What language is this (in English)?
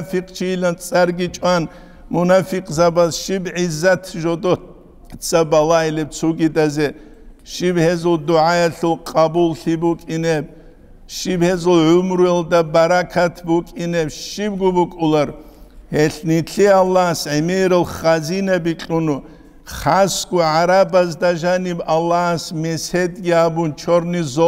Avaric